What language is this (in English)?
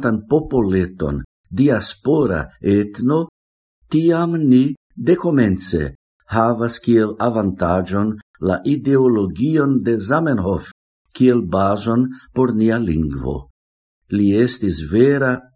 Esperanto